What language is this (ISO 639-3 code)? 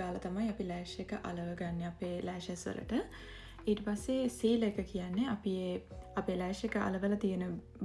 sin